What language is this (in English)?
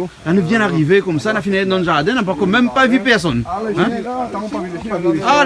Réunion Creole French